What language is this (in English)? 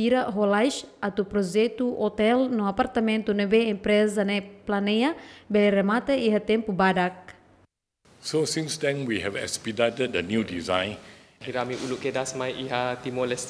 Tetum